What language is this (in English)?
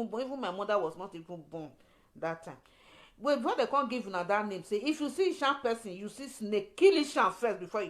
Nigerian Pidgin